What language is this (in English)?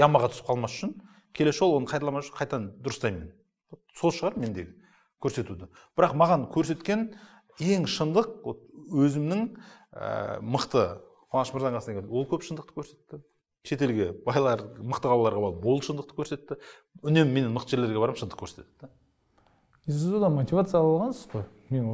Kazakh